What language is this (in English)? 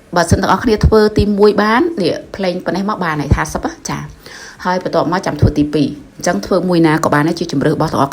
Khmer